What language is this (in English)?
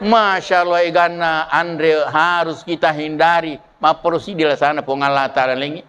Buginese